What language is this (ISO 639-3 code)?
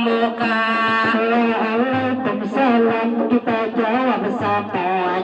bjn